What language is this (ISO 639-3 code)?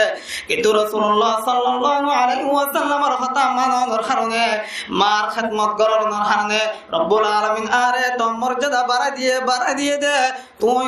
rhg